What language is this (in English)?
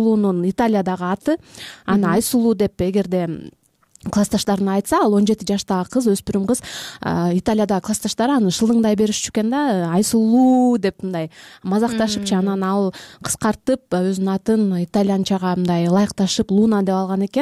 Kyrgyz